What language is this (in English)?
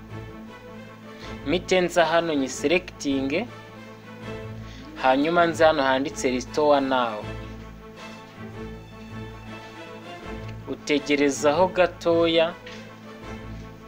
Kinyarwanda